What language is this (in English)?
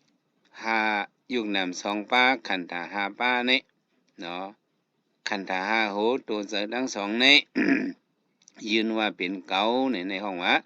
Shan